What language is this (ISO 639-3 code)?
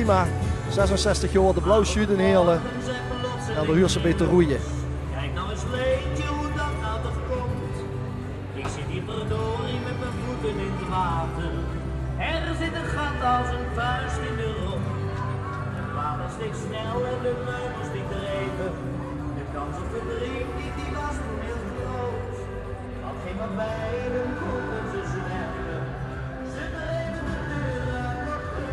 lim